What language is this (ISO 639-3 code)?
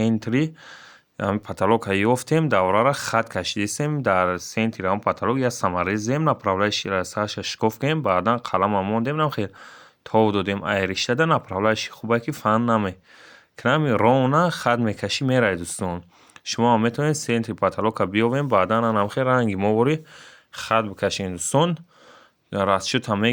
tgk